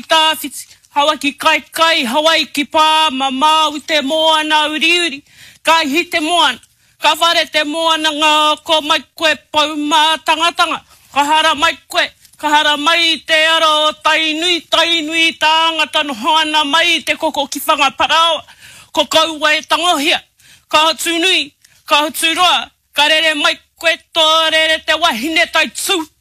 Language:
Māori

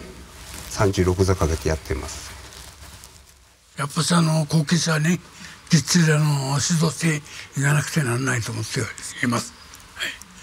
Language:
Japanese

